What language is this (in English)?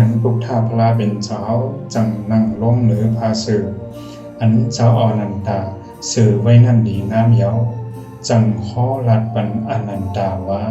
Shan